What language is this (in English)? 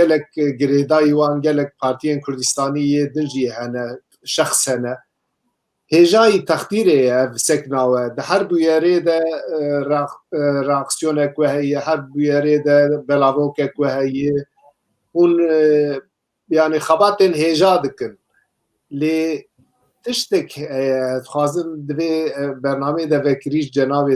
Kurdish